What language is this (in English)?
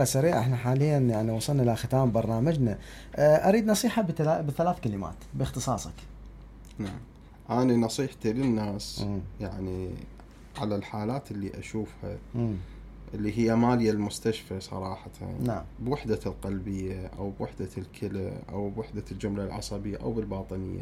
Mesopotamian Arabic